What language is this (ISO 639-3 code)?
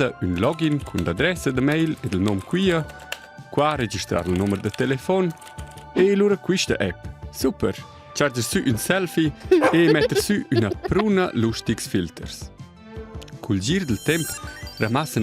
roh